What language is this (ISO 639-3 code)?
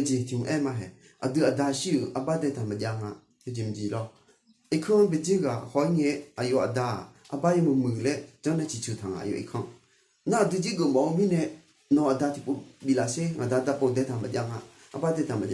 ahk